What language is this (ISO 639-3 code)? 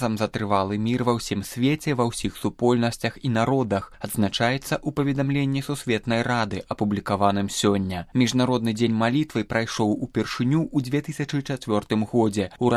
bel